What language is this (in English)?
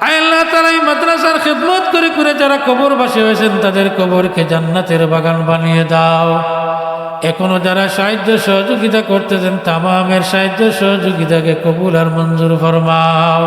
Sylheti